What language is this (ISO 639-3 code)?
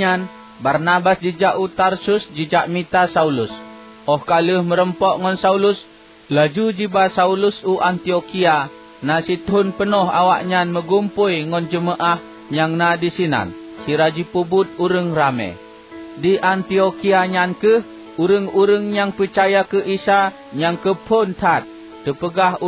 ace